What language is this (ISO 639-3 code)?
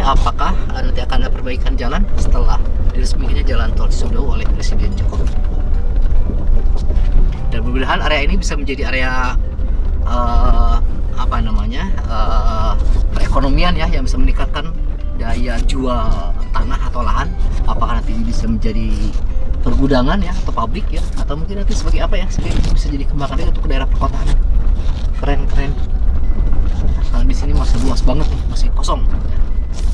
ind